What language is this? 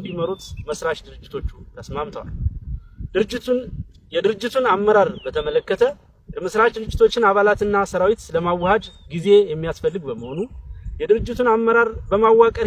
Amharic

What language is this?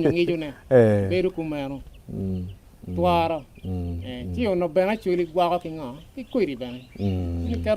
Acoli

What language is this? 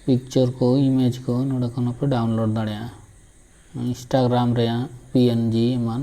Santali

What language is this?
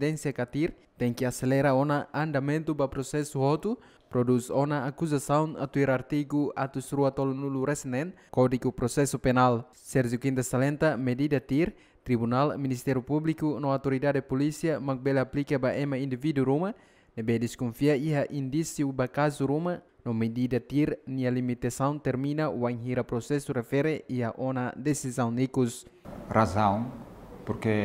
Tetum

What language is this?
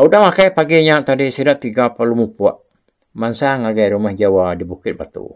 Iban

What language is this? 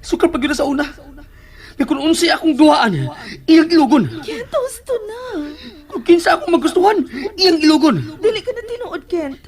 Cebuano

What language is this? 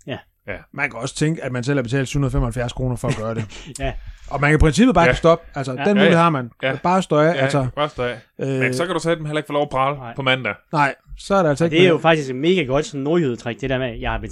Danish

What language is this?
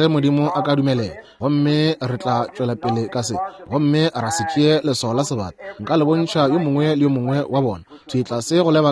Northern Sotho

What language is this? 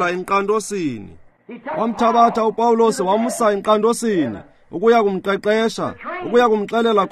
Xhosa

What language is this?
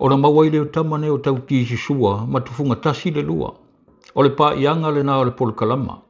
Samoan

